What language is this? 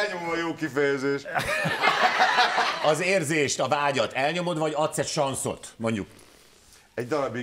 Hungarian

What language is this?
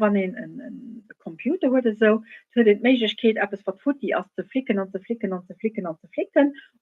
Luxembourgish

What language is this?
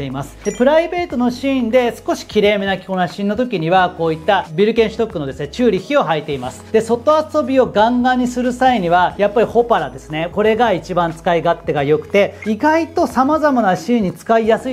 Japanese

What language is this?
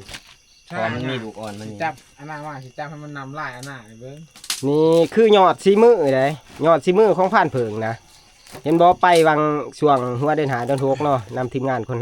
Northeastern Thai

